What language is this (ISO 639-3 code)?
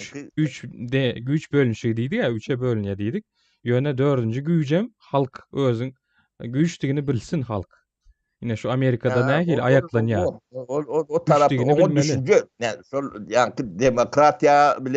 tuk